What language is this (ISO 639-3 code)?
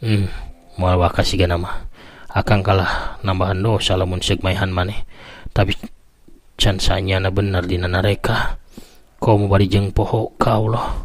sun